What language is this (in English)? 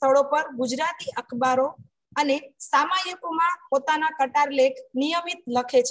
Gujarati